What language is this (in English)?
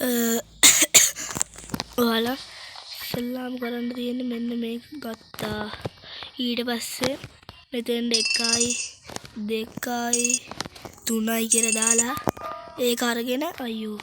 Sinhala